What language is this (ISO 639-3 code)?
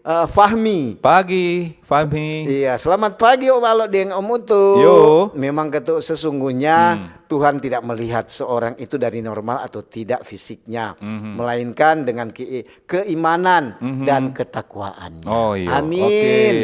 xmm